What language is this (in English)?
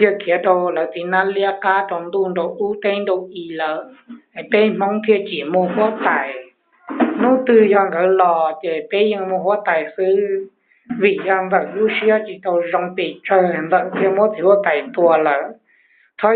Hmong